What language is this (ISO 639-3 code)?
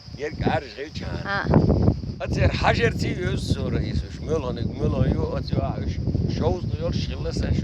che